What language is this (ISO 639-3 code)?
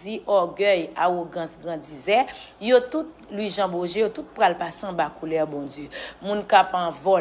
hat